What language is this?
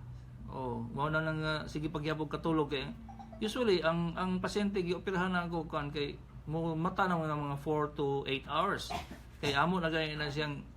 Cebuano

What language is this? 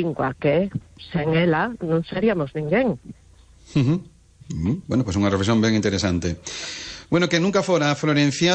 Galician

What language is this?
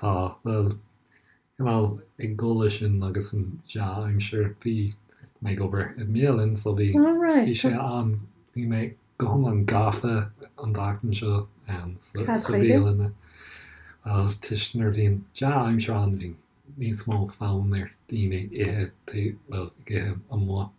Irish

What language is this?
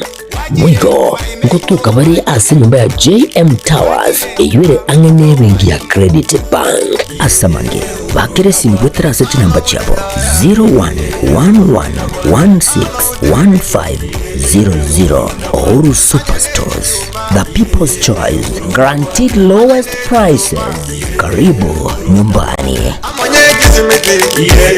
Gusii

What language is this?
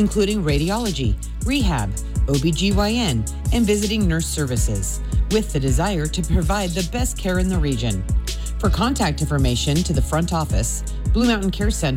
English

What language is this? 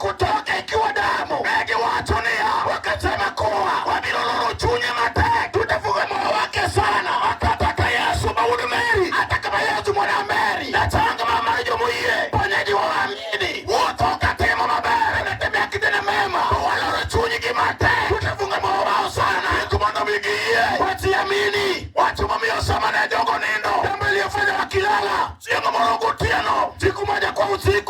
Luo (Kenya and Tanzania)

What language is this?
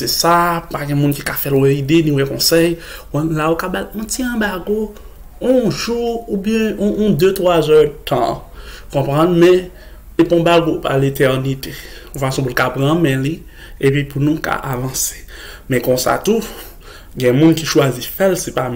Haitian Creole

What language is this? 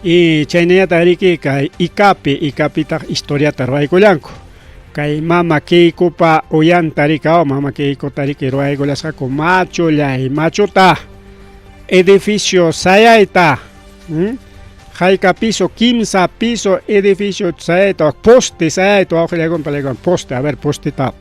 Ayacucho Quechua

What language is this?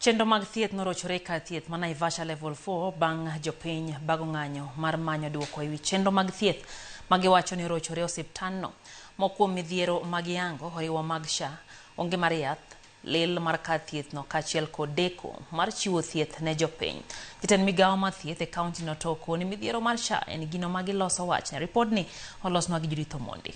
Luo (Kenya and Tanzania)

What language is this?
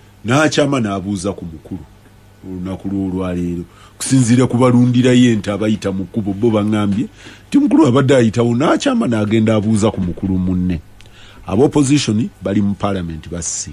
Ganda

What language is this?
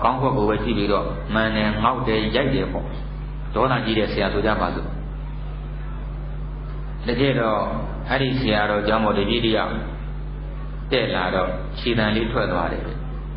Burmese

